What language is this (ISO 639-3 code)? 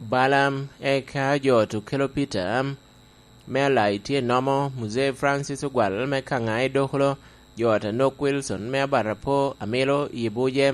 laj